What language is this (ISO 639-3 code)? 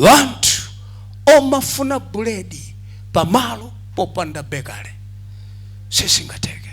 nya